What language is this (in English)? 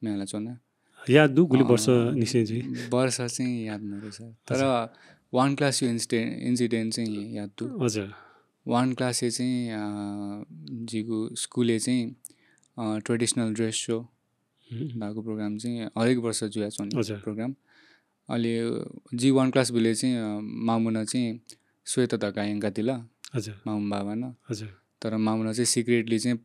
Newari